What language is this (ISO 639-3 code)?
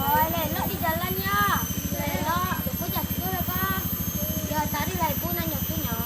min